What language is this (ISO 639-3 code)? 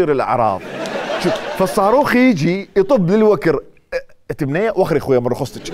acm